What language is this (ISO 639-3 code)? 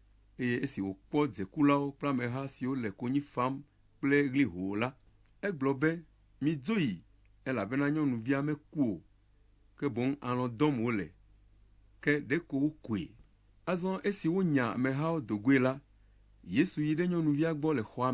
ewe